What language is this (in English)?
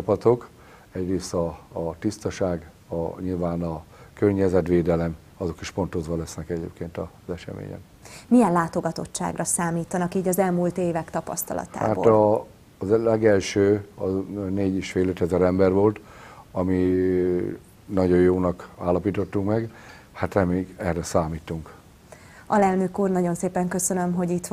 Hungarian